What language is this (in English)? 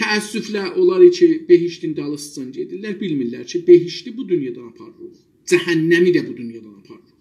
South Azerbaijani